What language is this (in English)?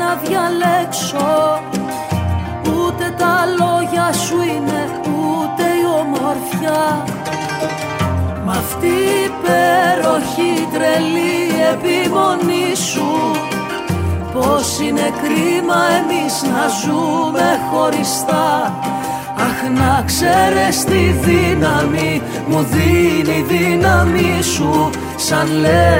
Greek